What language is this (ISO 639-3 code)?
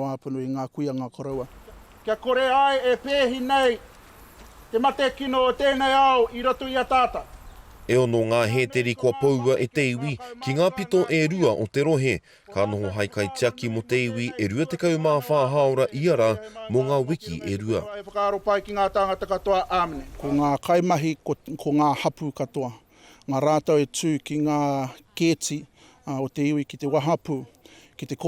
mri